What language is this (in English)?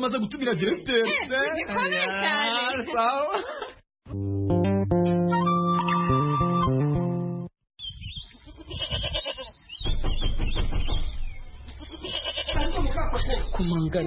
Kinyarwanda